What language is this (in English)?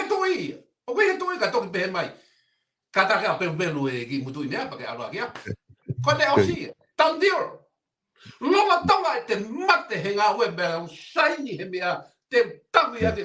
Tongan